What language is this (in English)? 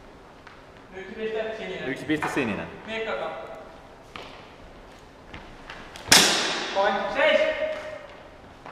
Finnish